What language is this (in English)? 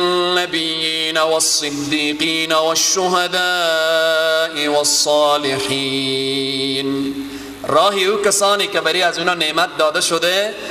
Persian